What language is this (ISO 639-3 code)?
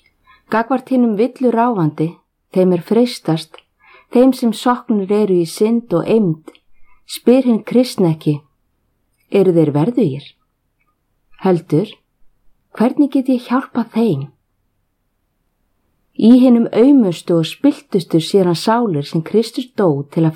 isl